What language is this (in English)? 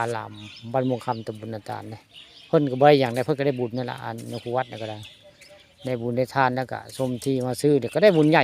Northeastern Thai